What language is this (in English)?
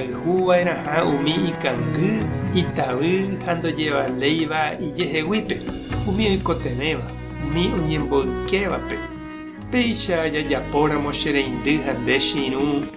Guarani